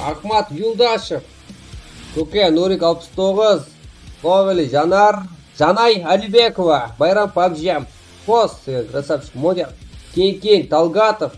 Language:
Kara-Kalpak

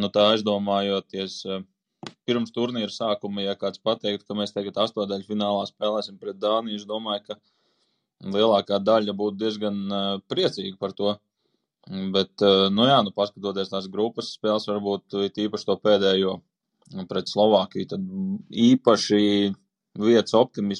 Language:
Latvian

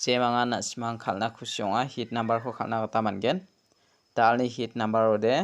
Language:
Garo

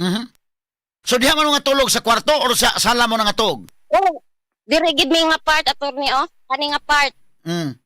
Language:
Cebuano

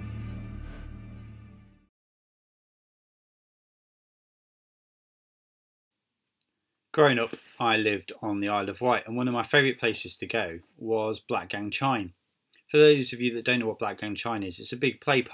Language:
English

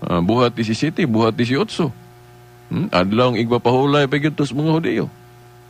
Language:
Cebuano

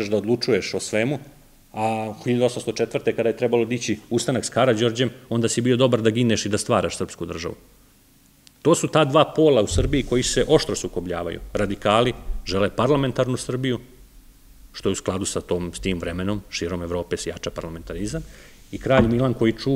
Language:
Serbian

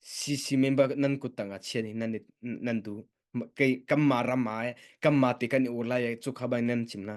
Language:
Hakha Chin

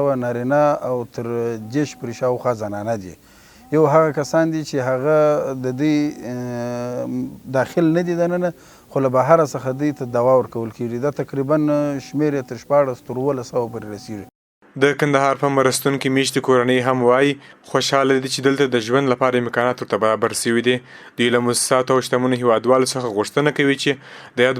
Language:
Pashto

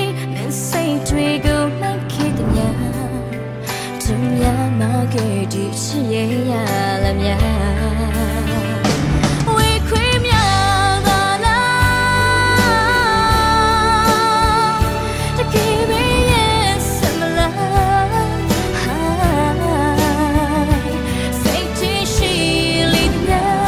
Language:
Burmese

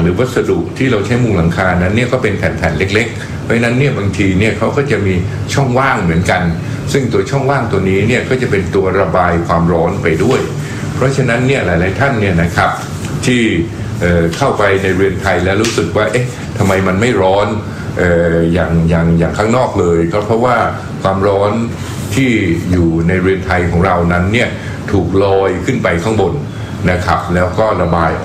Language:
Thai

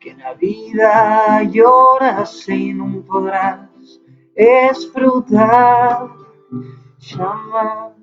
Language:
Asturian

